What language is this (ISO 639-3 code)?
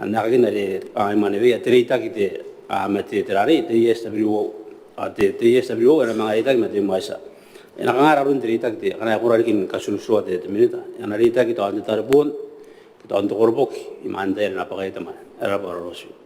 gil